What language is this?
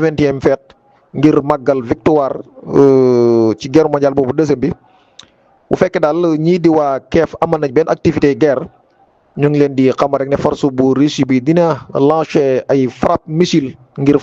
Wolof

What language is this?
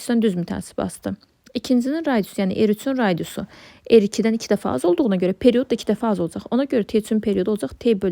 Azerbaijani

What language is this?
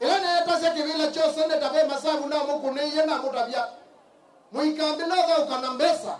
Kamba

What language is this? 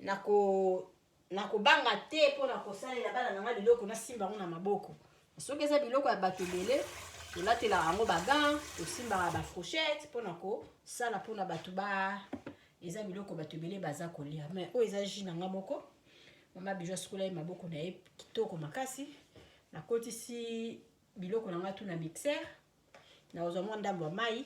Lingala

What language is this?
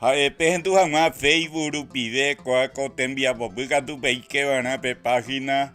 Guarani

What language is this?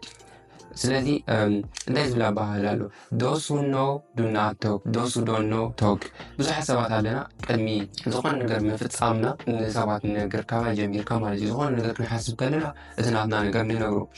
Tigrinya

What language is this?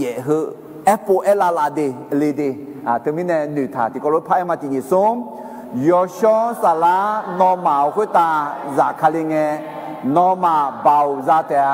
Akha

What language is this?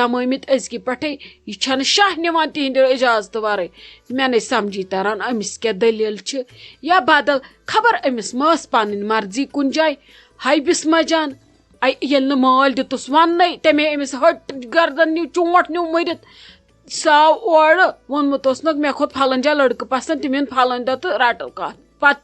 Kashmiri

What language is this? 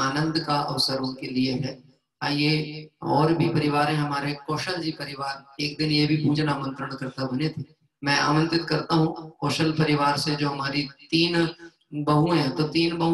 Hindi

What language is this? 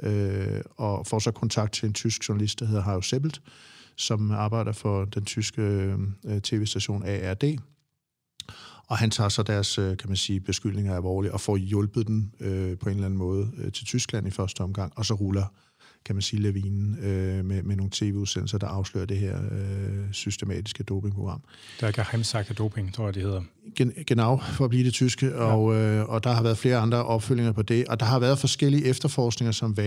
Danish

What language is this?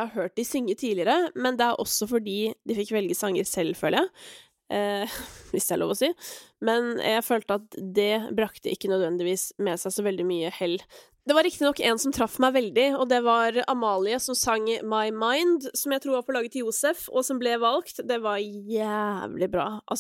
Norwegian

